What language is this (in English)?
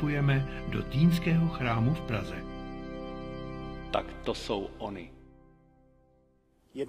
Czech